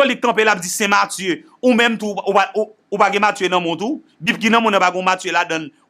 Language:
Haitian Creole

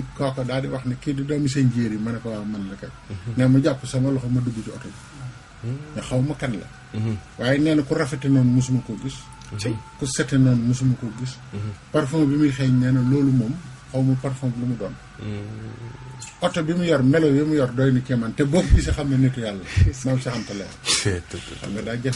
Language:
Wolof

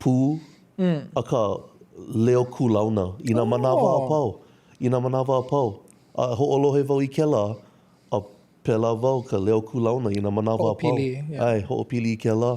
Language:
Hawaiian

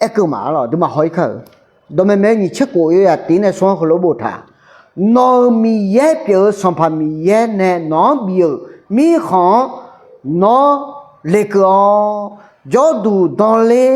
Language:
Akha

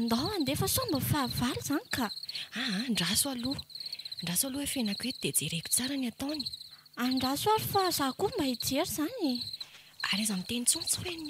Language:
Malagasy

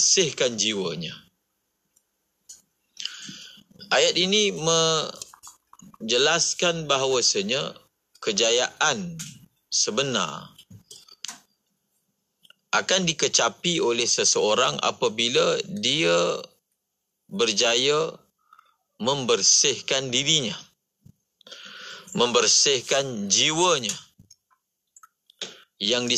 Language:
Malay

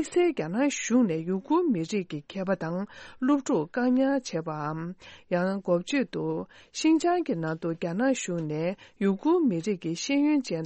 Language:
Tibetan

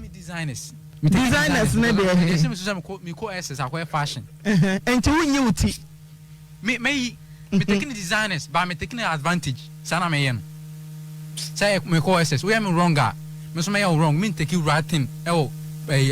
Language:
Akan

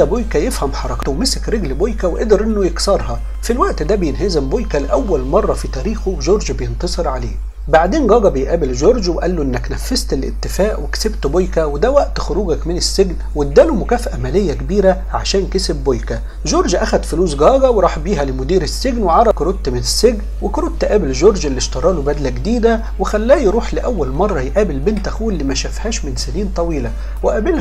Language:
Egyptian Arabic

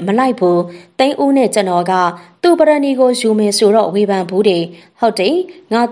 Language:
Burmese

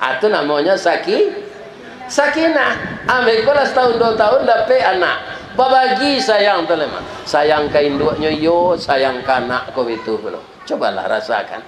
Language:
Minangkabau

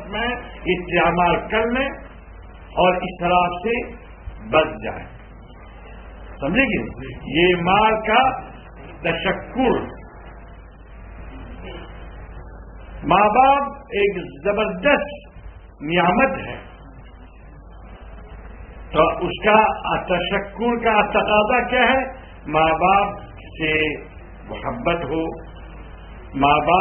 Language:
Urdu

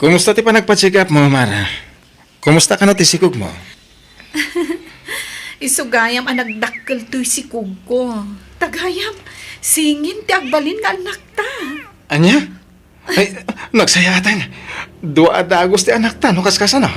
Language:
Iloko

